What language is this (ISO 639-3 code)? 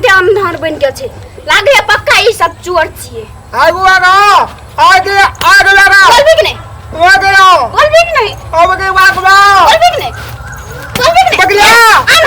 mai